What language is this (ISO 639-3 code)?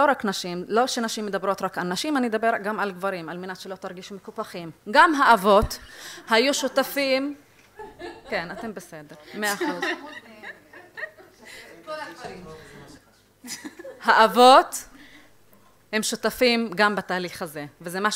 heb